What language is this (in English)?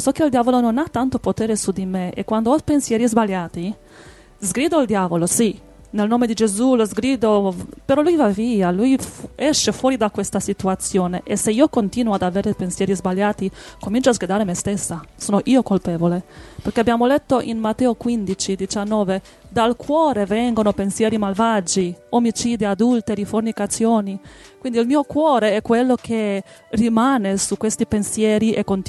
Italian